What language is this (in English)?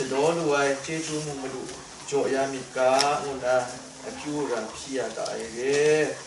Kachin